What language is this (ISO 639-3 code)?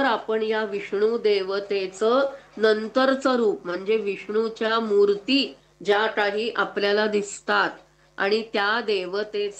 mar